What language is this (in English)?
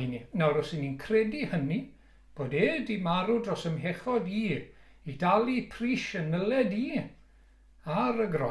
Welsh